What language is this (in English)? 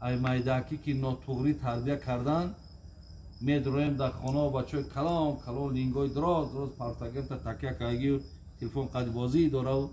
Tajik